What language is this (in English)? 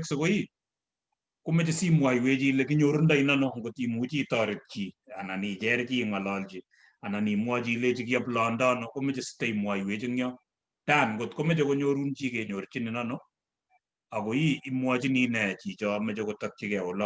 Kalenjin